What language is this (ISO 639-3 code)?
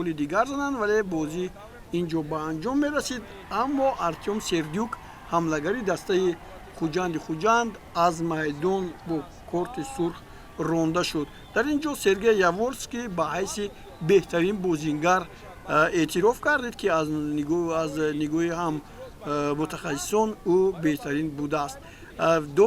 tgk